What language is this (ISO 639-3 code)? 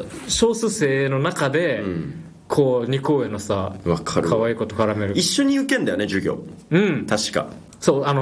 jpn